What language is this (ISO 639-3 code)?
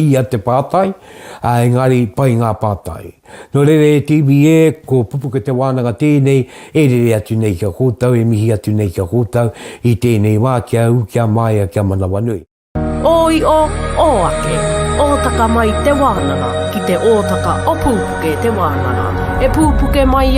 mri